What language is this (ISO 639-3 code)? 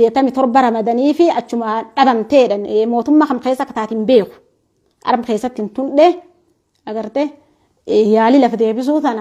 orm